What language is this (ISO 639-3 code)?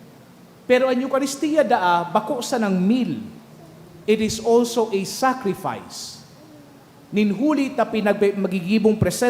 bik